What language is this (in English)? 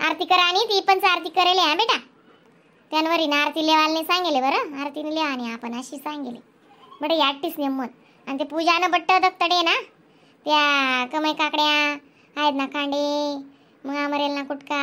Khandesi